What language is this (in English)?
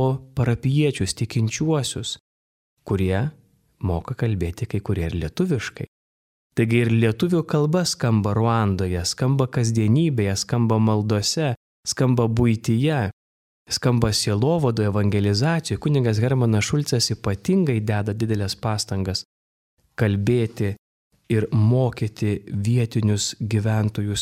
Lithuanian